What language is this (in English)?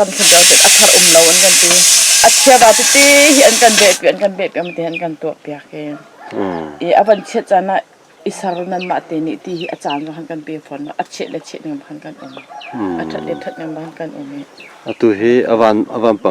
Hakha Chin